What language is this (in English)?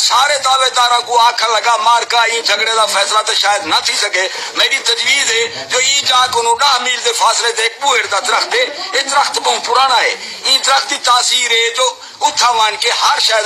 Saraiki